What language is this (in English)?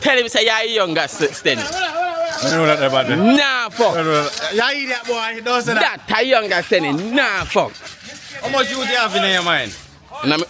Jamaican Creole English